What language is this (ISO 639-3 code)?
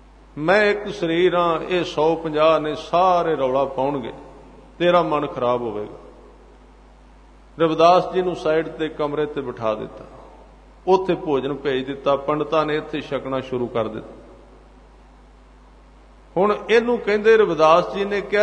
pan